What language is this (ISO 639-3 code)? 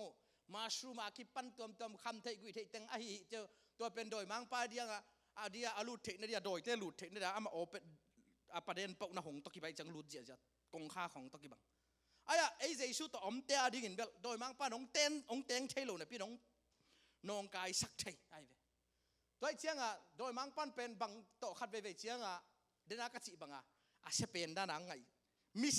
ctd